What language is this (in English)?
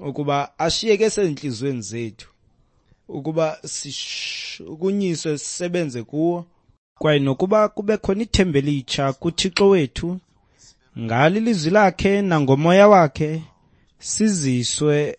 Xhosa